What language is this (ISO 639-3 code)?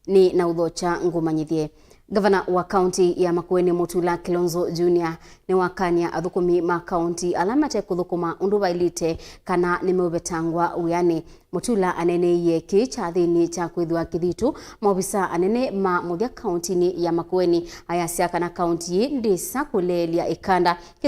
kam